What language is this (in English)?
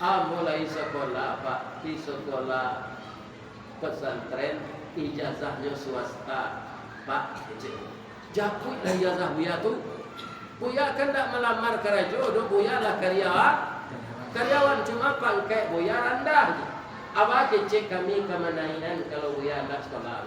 Minangkabau